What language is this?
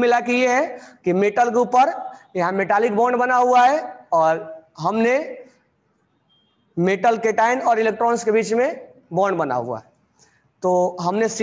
Hindi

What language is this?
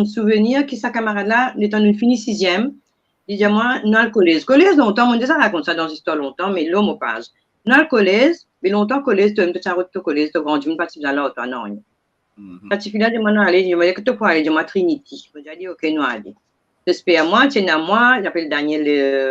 Morisyen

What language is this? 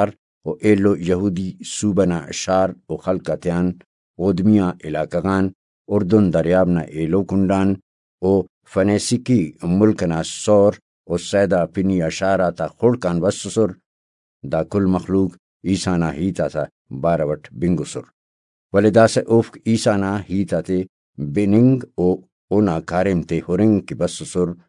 Brahui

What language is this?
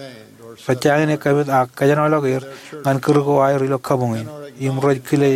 Marshallese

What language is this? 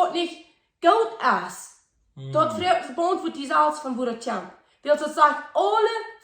Plautdietsch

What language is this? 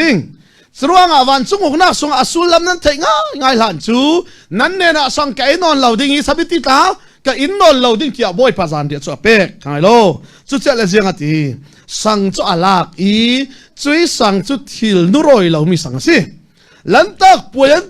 Falam Chin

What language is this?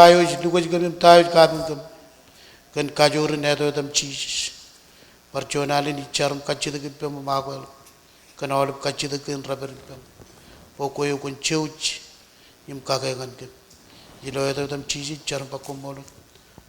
Marshallese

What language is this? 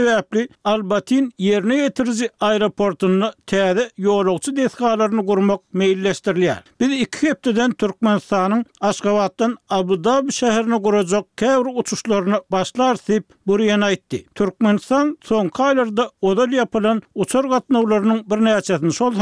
Turkmen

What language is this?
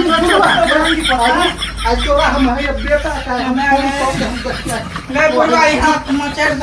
Maithili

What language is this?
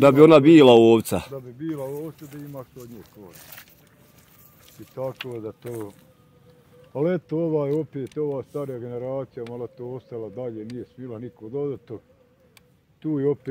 Bosnian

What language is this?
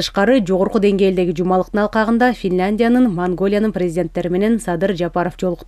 Kyrgyz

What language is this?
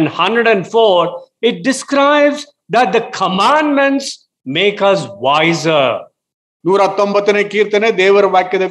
Kannada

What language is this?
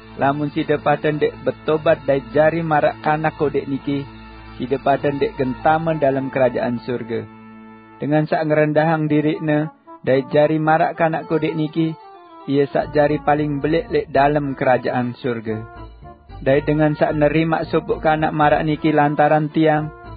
Sasak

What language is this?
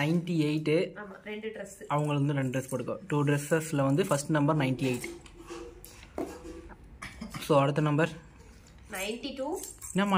Tamil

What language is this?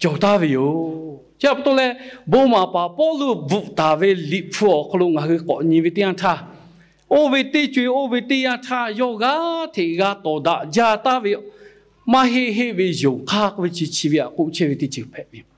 Lahu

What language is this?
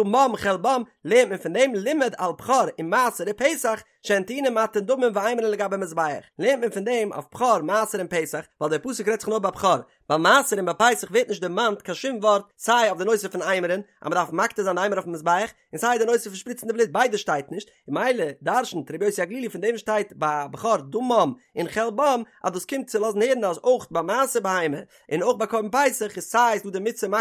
Yiddish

